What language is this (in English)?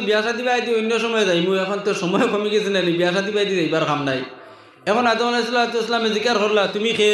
Sylheti